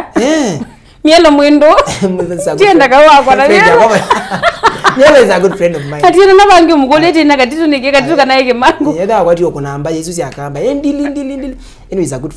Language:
Kamba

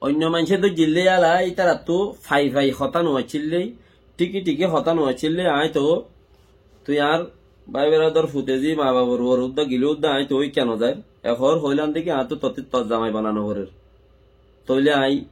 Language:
Rohingya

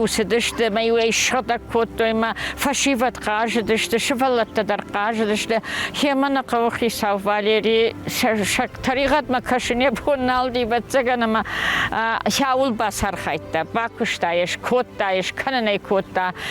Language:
Ossetic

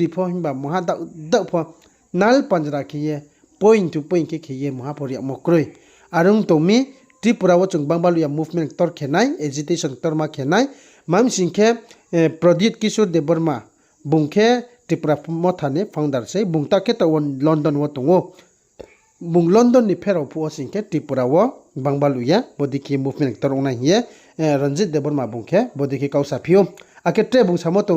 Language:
Riang (India)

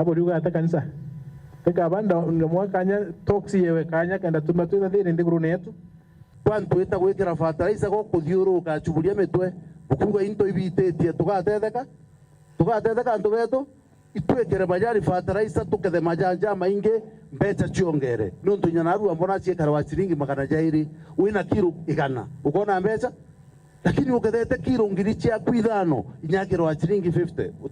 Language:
Meru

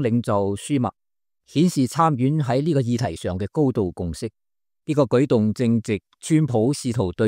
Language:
Cantonese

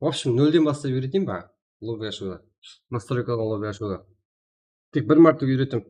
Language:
Kara-Kalpak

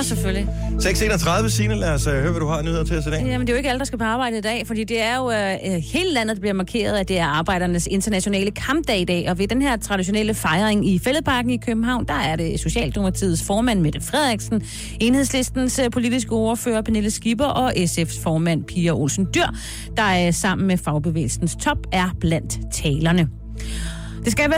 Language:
Danish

